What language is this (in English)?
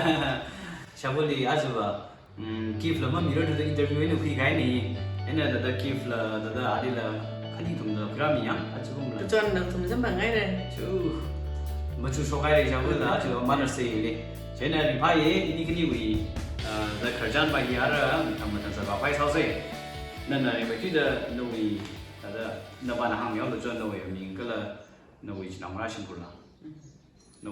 Tangkhul Naga (India)